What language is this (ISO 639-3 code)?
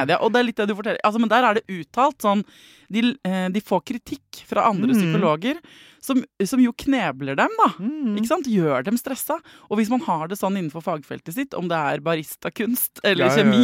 nor